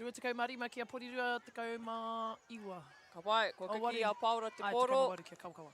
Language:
Māori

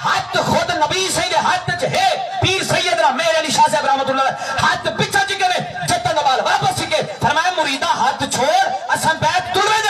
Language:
Saraiki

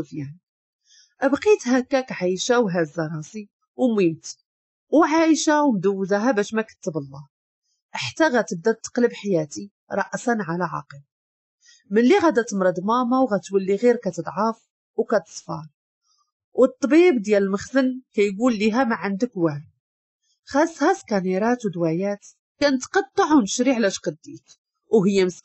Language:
Moroccan Arabic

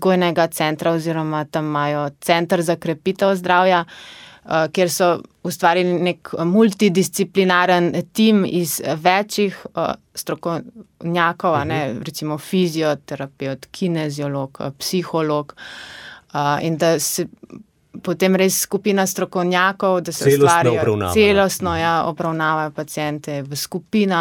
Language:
Slovenian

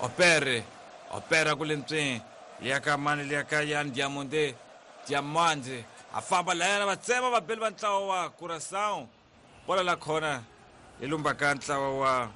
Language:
Tsonga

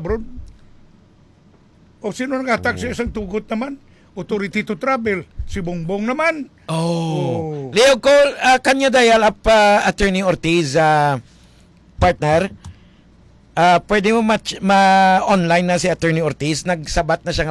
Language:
Filipino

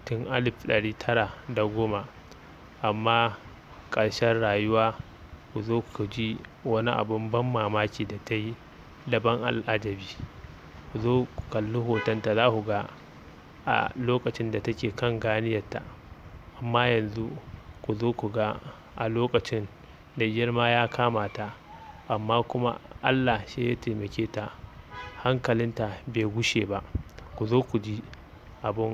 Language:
Hausa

